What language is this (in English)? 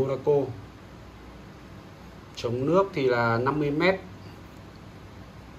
Vietnamese